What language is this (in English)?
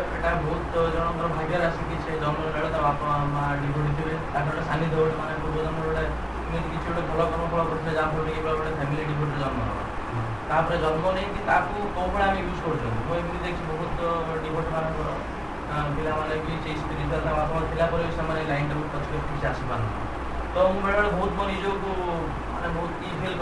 Odia